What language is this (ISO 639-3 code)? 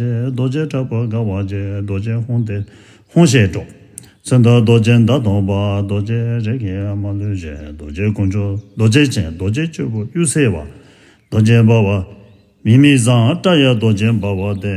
bod